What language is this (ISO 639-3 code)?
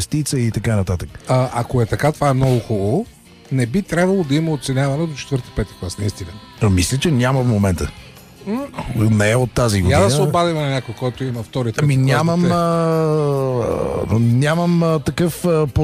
bul